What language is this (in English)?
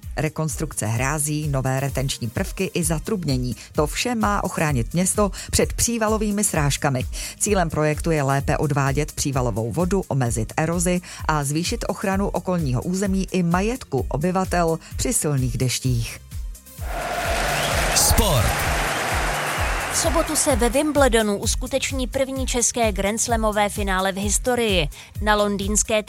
Czech